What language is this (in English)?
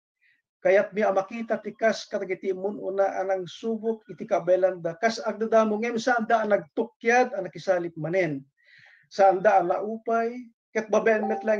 Iloko